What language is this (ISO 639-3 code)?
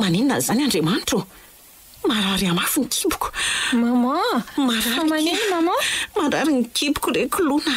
mlg